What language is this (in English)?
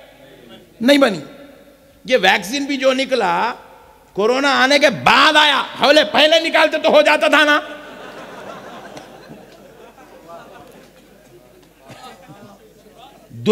Urdu